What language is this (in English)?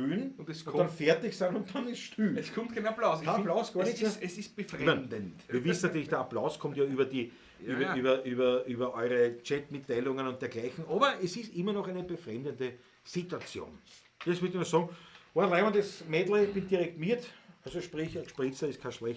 Bavarian